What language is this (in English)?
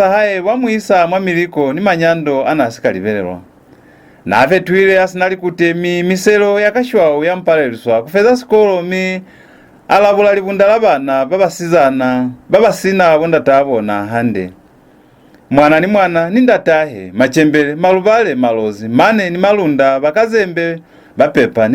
Lozi